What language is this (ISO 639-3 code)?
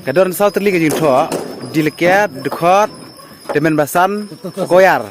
kha